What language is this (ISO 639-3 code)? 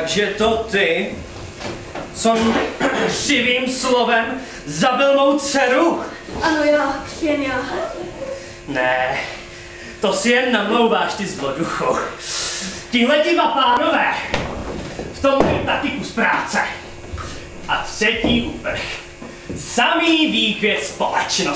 ces